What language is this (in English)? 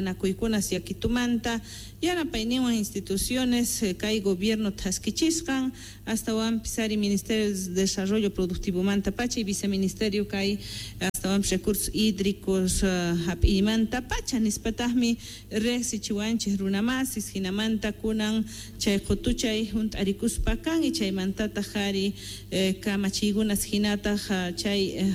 South Bolivian Quechua